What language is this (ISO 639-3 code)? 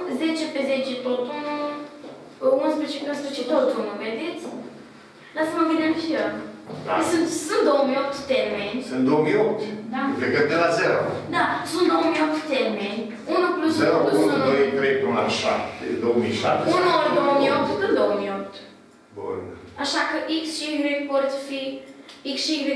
ron